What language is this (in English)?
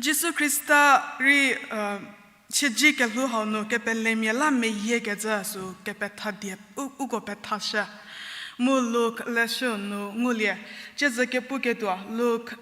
Angami Naga